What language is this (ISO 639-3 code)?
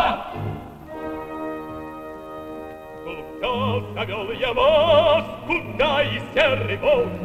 rus